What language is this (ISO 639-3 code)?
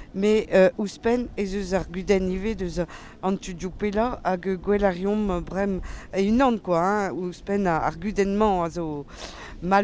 bre